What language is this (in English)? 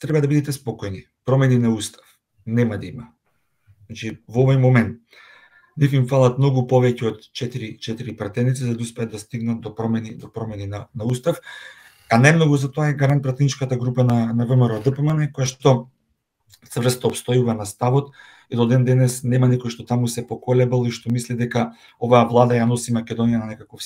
Macedonian